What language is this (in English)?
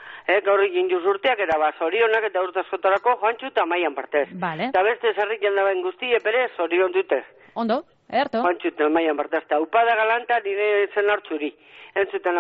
Basque